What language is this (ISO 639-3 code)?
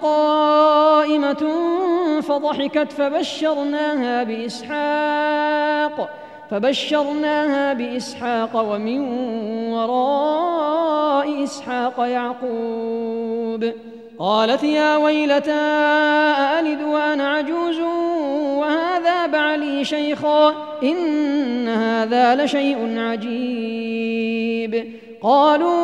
ara